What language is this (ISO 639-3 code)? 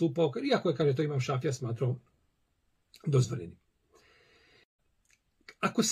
bos